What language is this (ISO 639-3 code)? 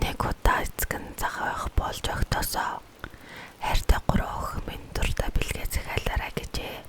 mon